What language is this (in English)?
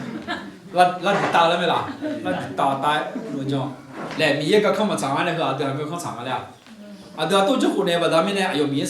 Akha